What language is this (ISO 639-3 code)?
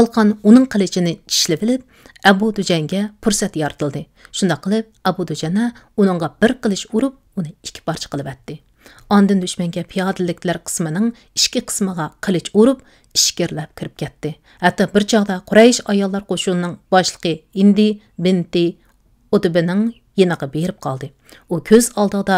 uig